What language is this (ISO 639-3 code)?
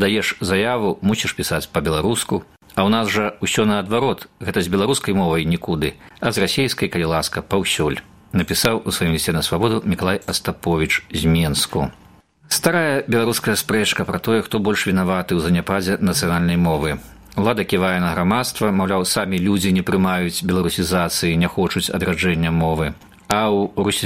bel